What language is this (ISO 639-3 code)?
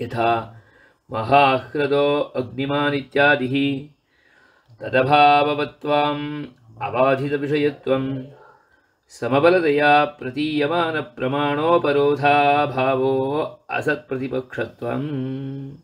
san